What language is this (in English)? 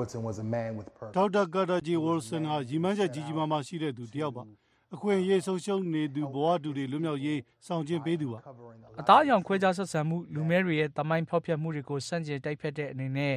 Burmese